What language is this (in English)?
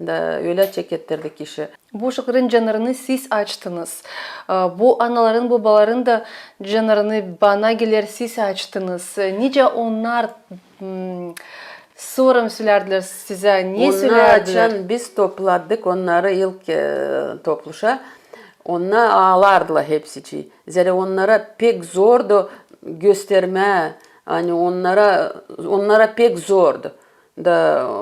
Gagauz